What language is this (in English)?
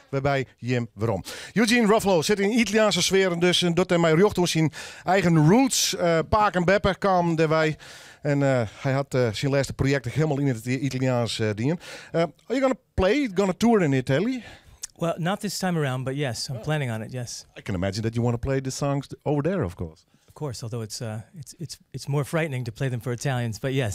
Western Frisian